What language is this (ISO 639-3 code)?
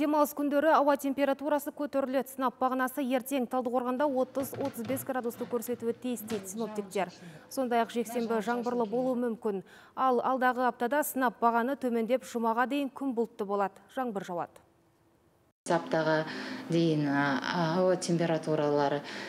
kaz